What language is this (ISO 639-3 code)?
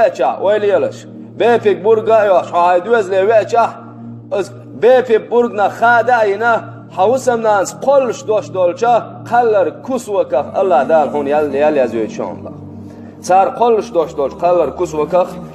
che